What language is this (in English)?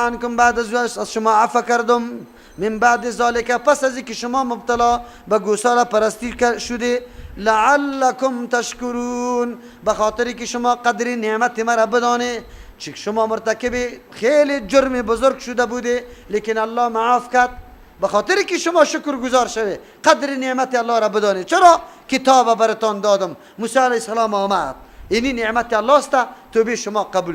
Persian